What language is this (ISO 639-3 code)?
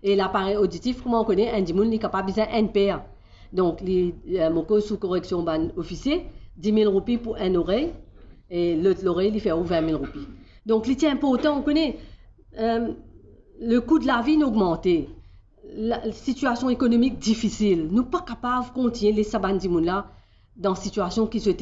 mfe